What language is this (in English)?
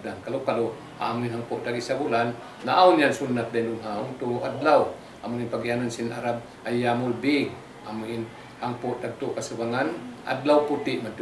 Tausug